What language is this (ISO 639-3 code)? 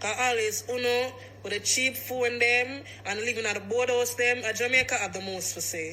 jam